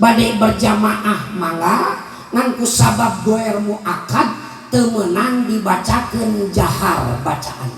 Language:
Sundanese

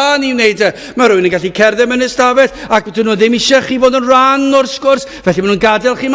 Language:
Welsh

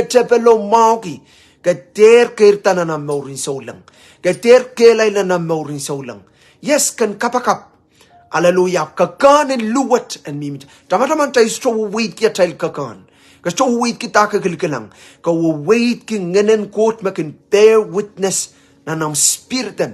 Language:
Pohnpeian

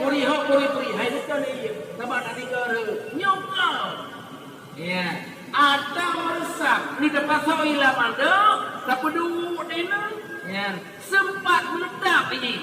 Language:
Achinese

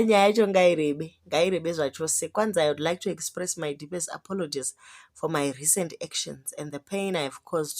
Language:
Shona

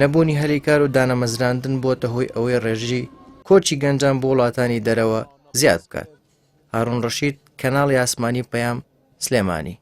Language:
Central Kurdish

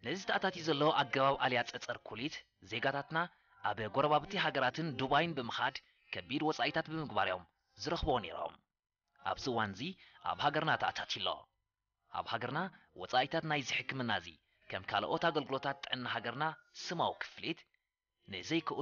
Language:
Tigrinya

